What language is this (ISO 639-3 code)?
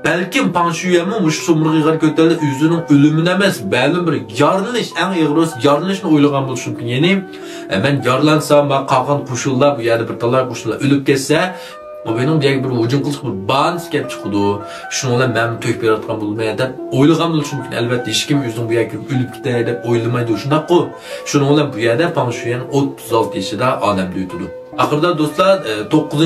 uig